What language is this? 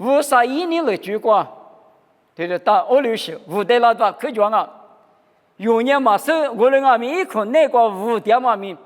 Lisu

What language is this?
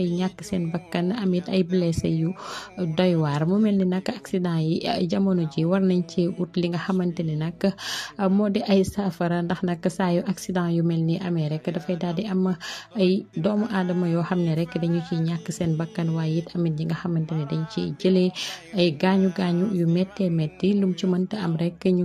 Wolof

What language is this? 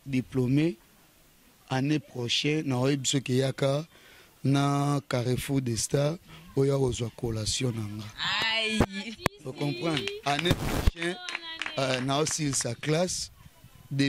Lingala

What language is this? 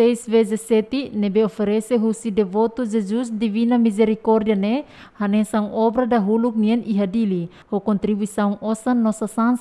Tetum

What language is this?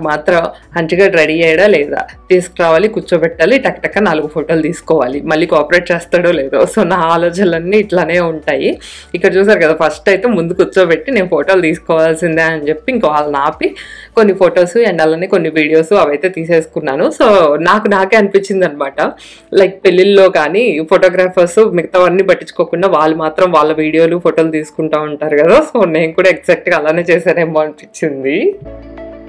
Telugu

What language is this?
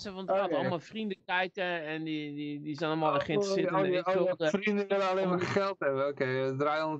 Dutch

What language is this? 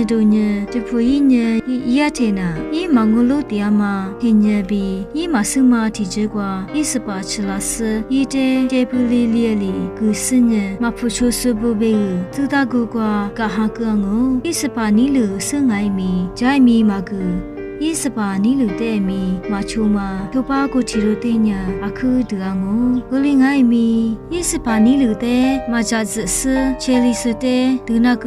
Lisu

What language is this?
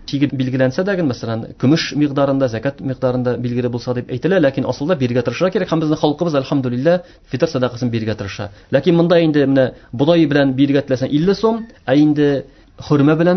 Tatar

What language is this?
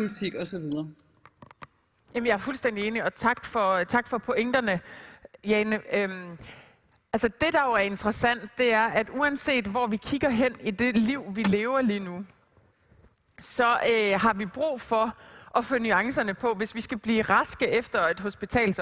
Danish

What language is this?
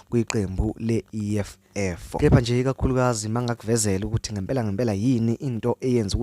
Zulu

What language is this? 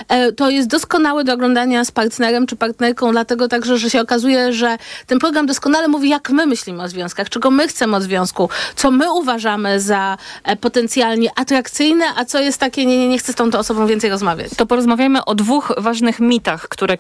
Polish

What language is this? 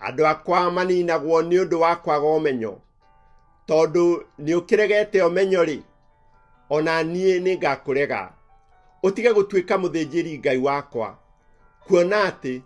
Kikuyu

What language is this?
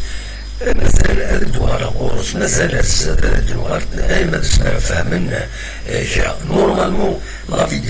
Kabyle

